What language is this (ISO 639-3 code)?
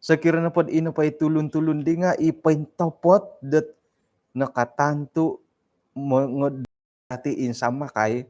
dtp